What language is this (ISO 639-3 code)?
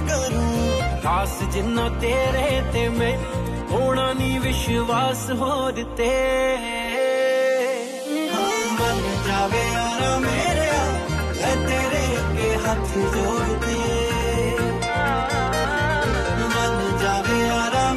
pan